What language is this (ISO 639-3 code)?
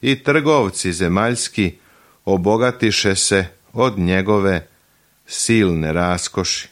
srp